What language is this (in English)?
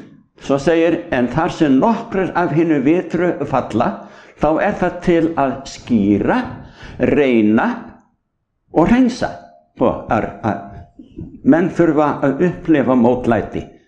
Icelandic